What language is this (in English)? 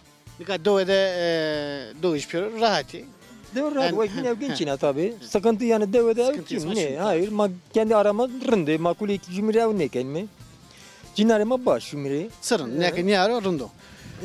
Zaza